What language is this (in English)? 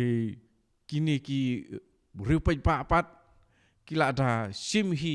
Khasi